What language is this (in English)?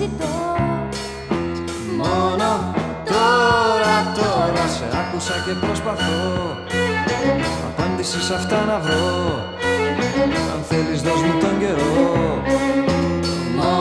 Greek